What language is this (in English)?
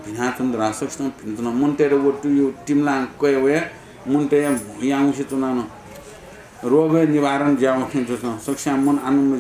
Newari